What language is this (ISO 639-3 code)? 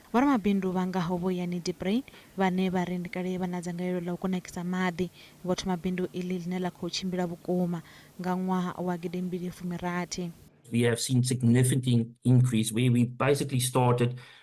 ven